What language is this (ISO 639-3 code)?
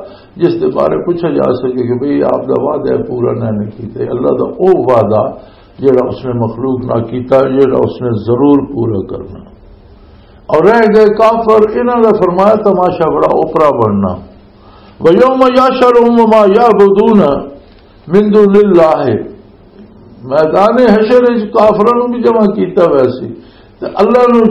lah